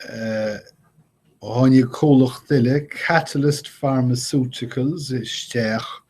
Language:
Irish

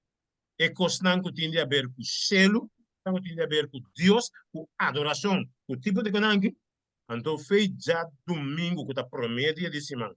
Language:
Papiamento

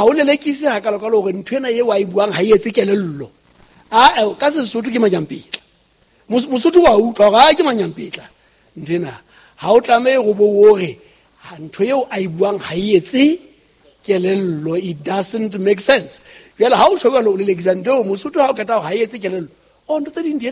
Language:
Southern Sotho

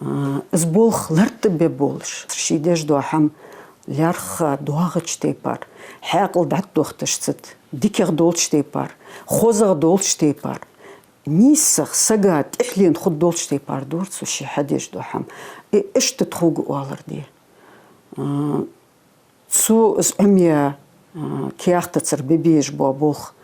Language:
Ingush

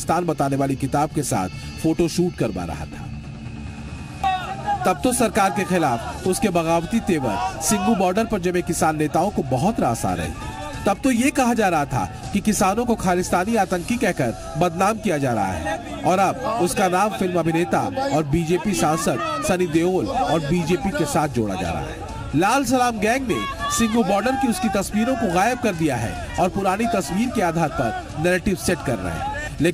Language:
Hindi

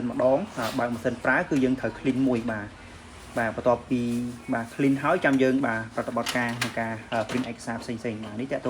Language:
Khmer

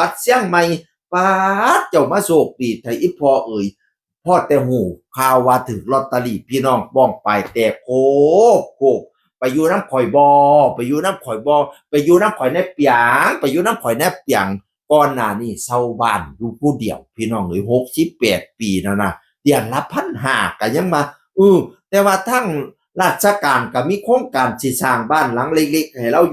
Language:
Northeastern Thai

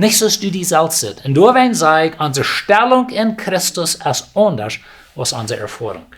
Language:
Plautdietsch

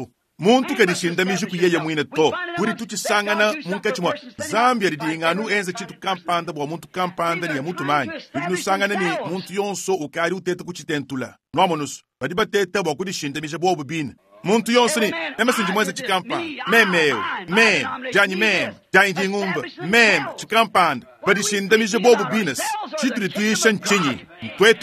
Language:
Luba-Lulua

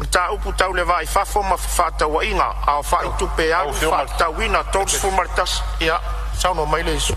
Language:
Samoan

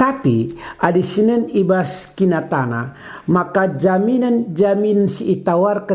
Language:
Batak Karo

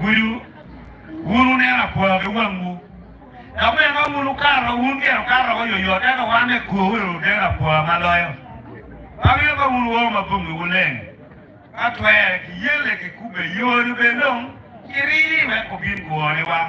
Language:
Acoli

